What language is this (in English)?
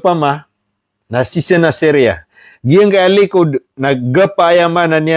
Maranao